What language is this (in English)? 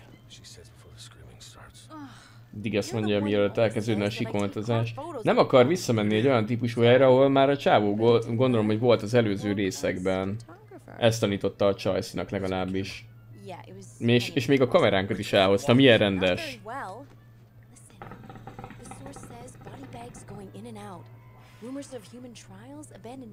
Hungarian